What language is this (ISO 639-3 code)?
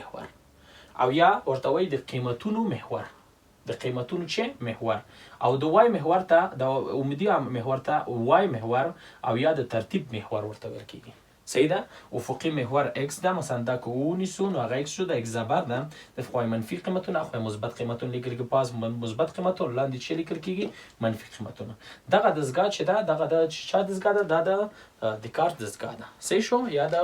pus